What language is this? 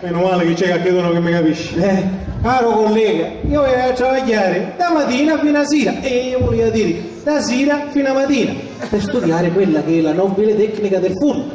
Sicilian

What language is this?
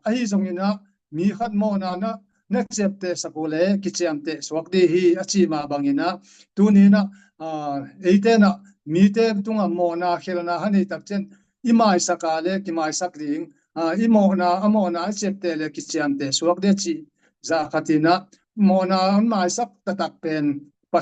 Tedim Chin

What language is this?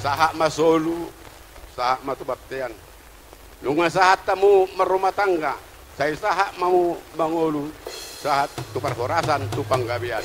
Batak Toba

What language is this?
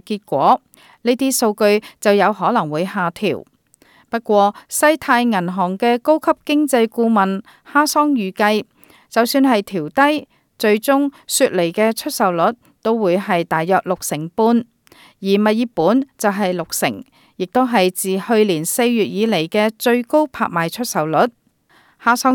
Cantonese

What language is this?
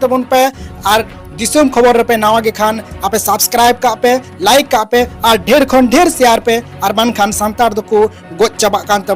Santali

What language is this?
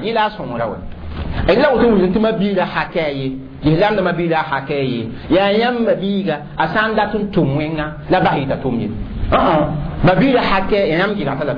Mossi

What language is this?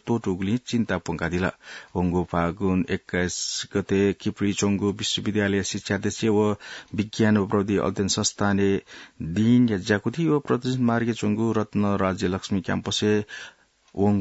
Newari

